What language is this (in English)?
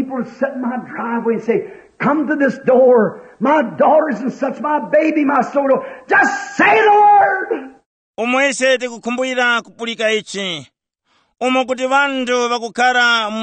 Tumbuka